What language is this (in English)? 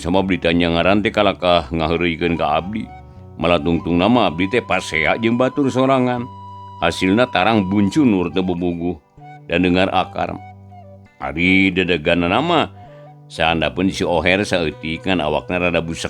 Sundanese